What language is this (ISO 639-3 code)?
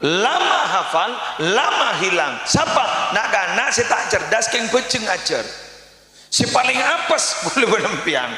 mad